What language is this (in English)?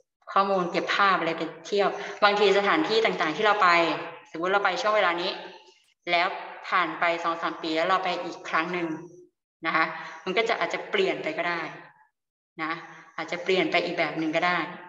Thai